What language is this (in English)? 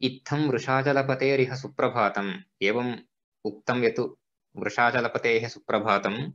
Sanskrit